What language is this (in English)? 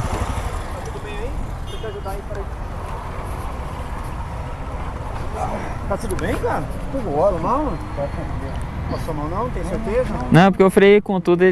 Portuguese